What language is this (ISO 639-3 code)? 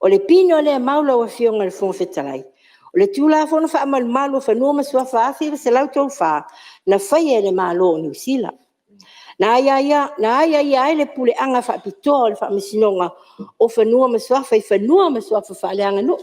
smo